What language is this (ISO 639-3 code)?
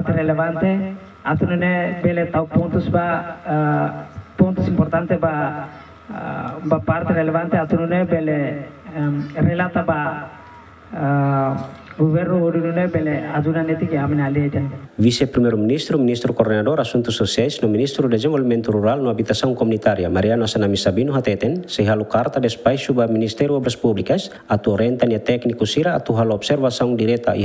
tet